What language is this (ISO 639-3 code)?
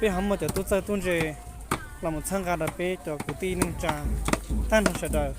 hmn